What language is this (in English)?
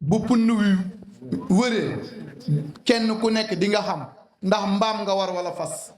Wolof